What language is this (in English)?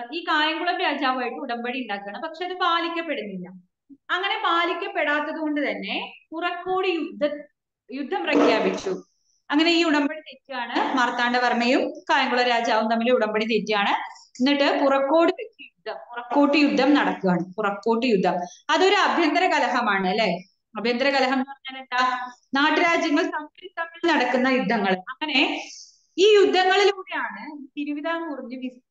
Malayalam